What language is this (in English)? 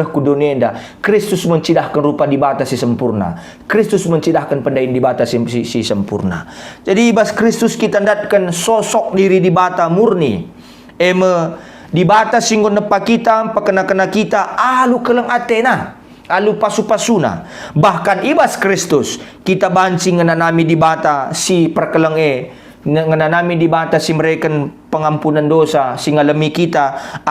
Batak Karo